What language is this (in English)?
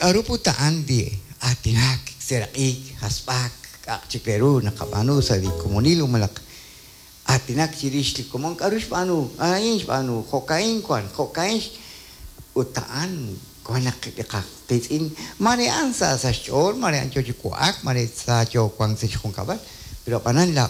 Kekchí